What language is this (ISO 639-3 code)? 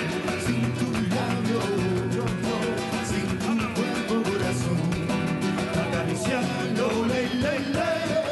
spa